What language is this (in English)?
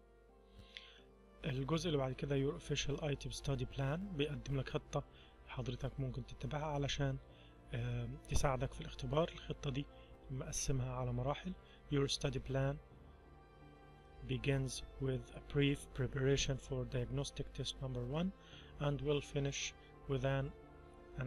Egyptian Arabic